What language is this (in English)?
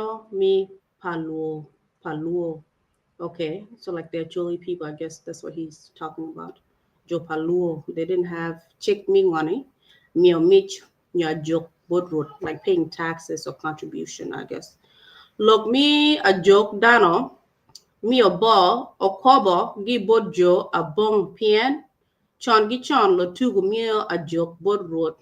Acoli